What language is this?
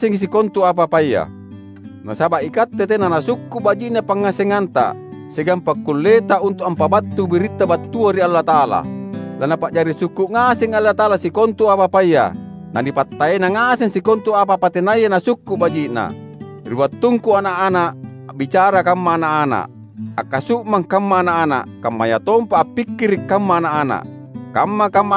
Makasar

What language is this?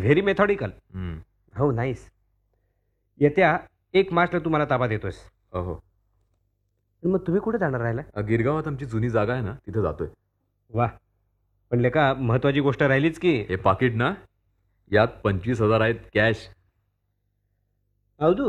Marathi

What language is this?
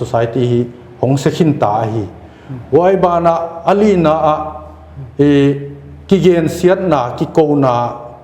Paite Chin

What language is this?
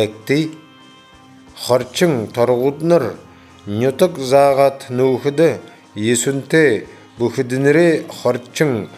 Buriat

